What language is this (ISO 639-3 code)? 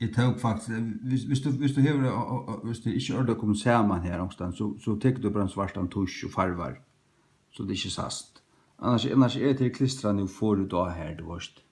fao